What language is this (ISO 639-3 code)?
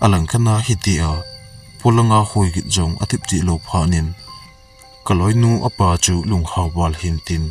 tcz